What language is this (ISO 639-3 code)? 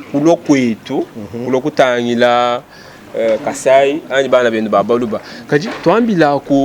lua